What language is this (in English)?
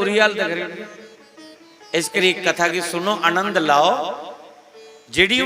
Dogri